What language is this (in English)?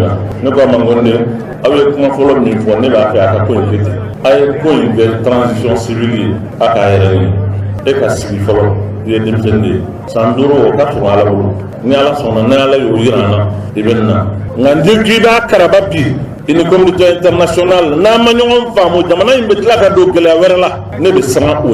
Bambara